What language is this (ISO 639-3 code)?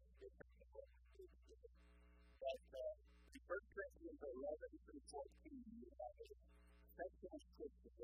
eng